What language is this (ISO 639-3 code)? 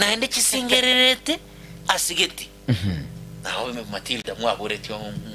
guz